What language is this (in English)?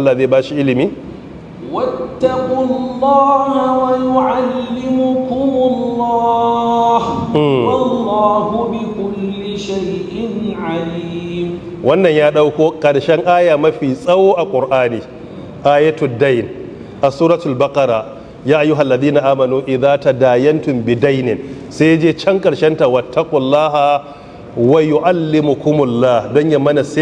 Hausa